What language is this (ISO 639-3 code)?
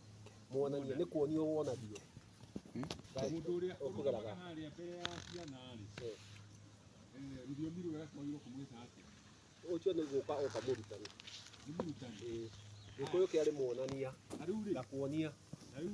kik